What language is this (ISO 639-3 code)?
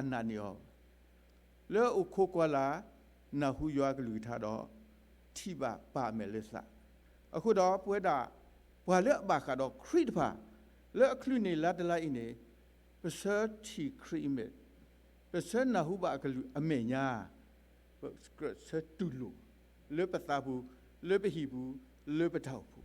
ksw